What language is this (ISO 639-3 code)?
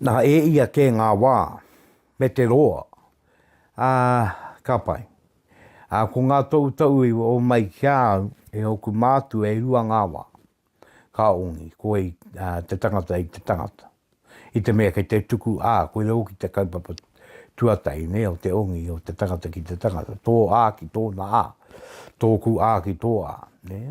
mri